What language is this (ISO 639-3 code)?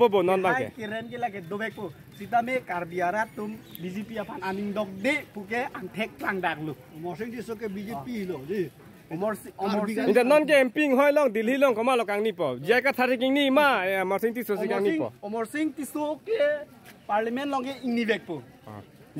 mjw